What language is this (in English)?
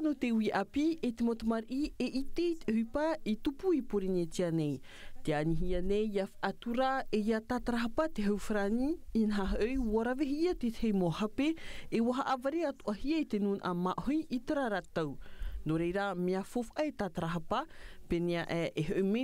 Tahitian